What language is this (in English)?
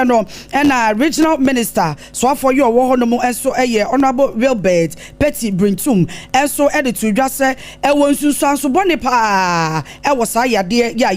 Akan